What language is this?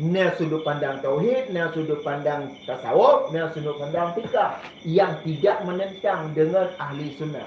Achinese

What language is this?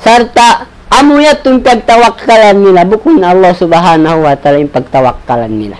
Tausug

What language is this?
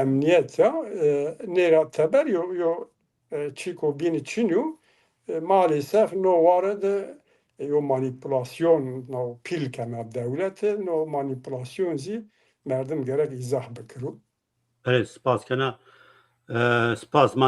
Zaza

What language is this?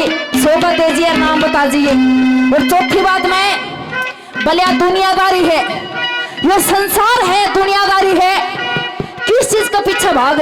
Haryanvi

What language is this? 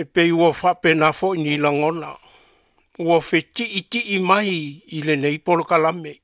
Samoan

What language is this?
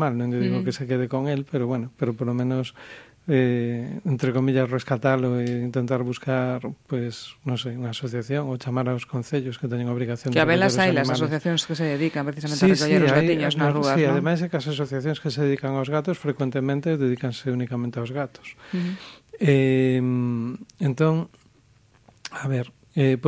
Galician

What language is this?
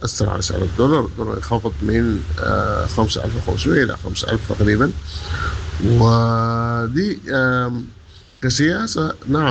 Sudanese Arabic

